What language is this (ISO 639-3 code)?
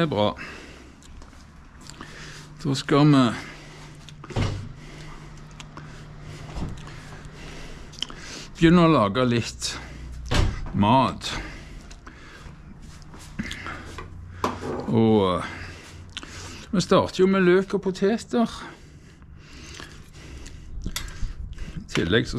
nor